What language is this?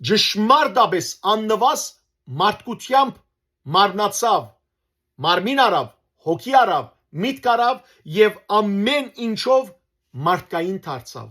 Western Armenian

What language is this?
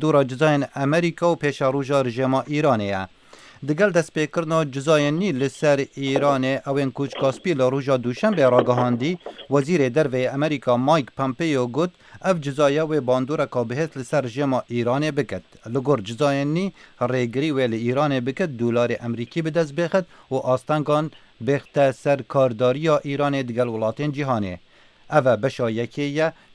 Kurdish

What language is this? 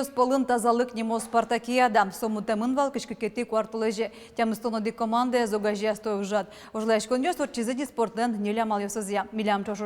Udmurt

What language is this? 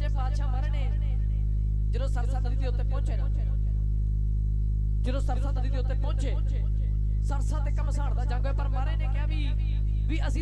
Punjabi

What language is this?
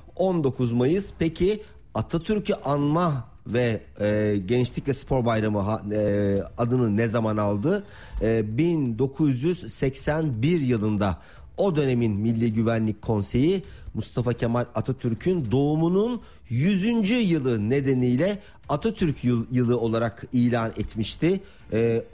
Turkish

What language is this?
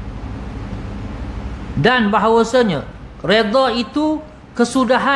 Malay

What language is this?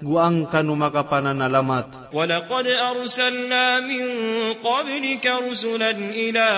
Maranao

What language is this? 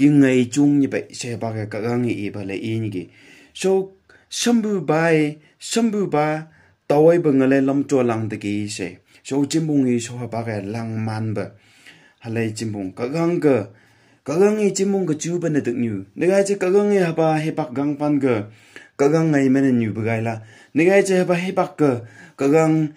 Phom Naga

